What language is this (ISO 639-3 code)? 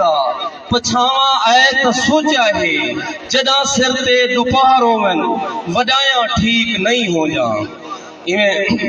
skr